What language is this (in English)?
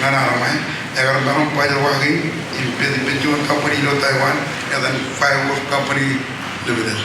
Marshallese